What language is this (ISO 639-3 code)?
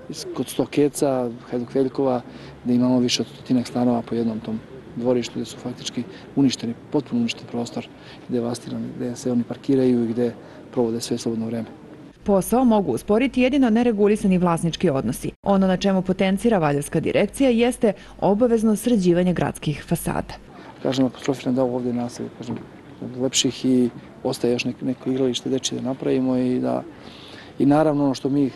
srp